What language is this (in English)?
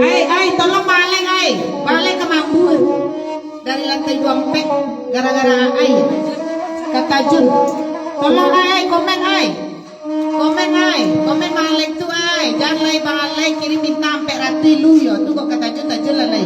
Minangkabau